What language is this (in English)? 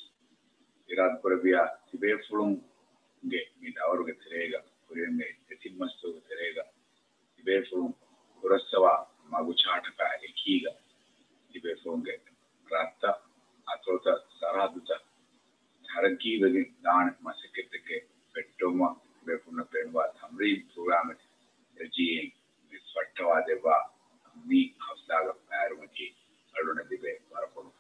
Divehi